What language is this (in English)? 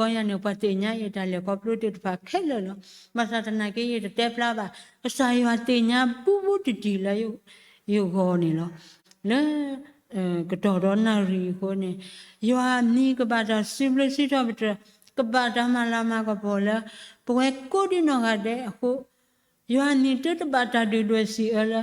S'gaw Karen